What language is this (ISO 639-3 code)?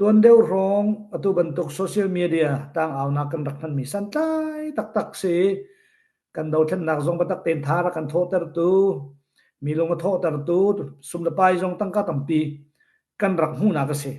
cnh